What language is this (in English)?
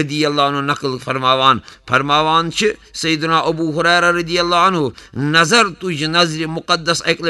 Kashmiri